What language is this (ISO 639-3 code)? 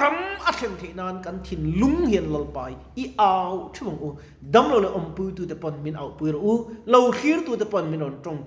lus